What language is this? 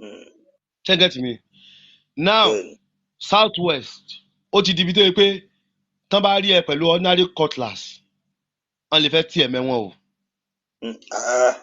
Yoruba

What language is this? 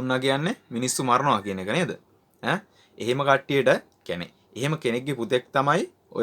Sinhala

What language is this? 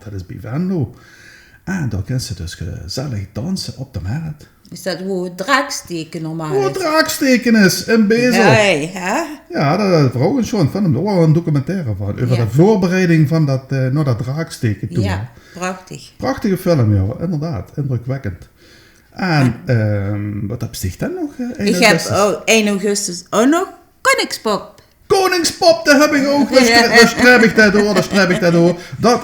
Limburgish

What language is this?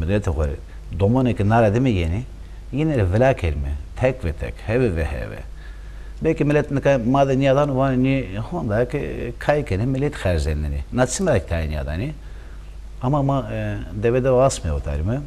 Zaza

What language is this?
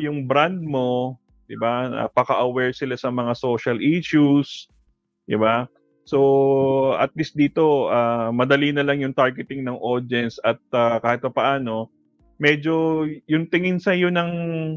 Filipino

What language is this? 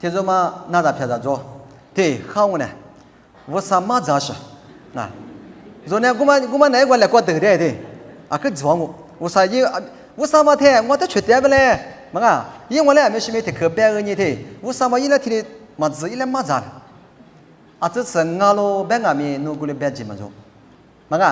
Lisu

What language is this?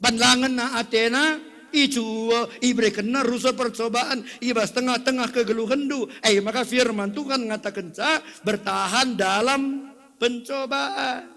Batak Karo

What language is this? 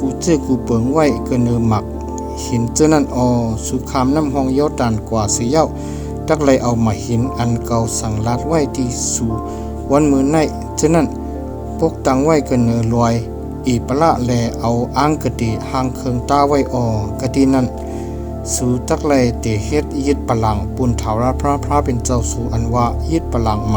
Shan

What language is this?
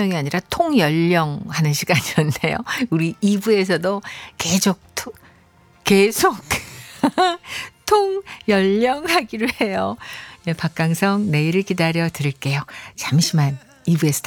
Korean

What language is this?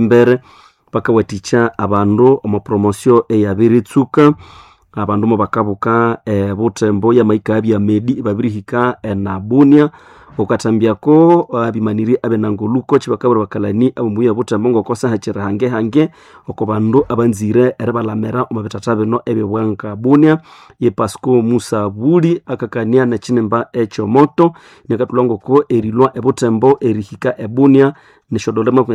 Nande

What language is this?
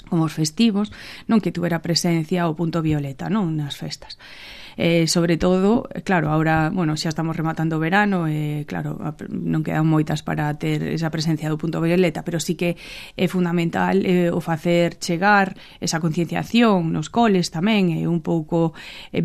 Galician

